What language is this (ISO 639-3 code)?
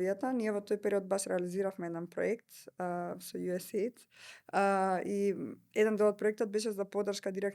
mkd